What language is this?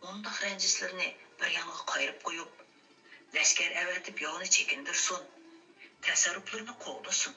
Uyghur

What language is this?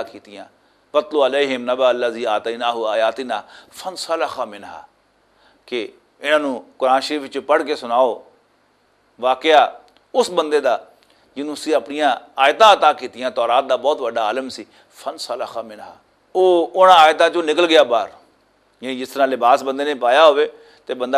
Western Panjabi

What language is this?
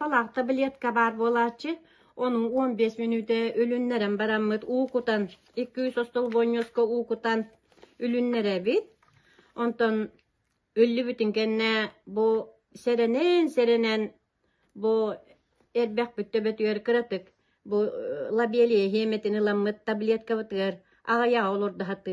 Yakut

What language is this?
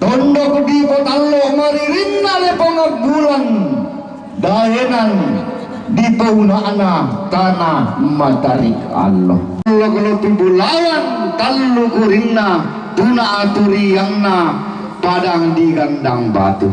Toraja-Sa'dan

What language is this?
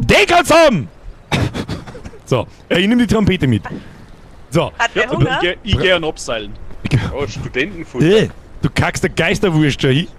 Bavarian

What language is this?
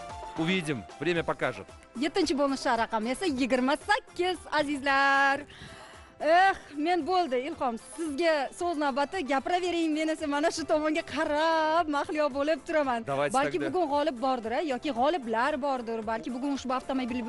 Uzbek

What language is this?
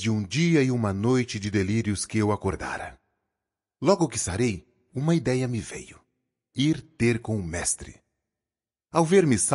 Portuguese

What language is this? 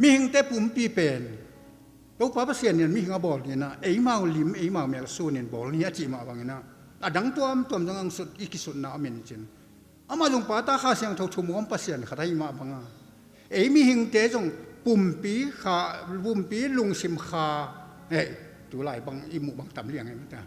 Tedim Chin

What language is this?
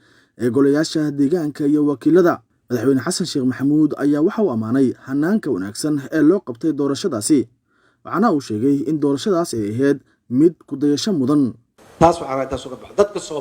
Somali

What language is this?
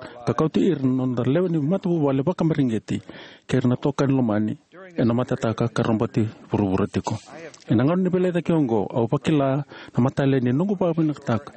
Fijian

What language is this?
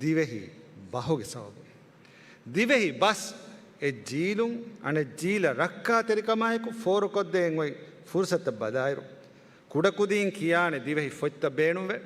Divehi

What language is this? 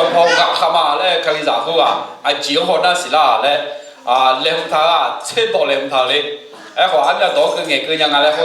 Akha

